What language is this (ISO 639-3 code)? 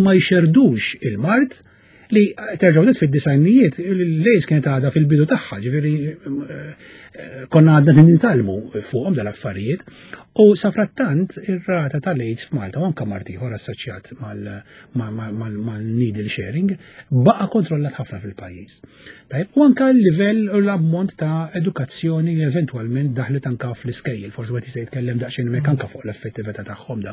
mlt